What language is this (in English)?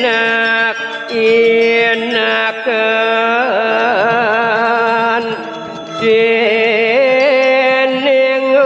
Balinese